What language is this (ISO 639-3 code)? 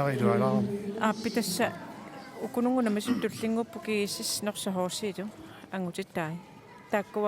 kal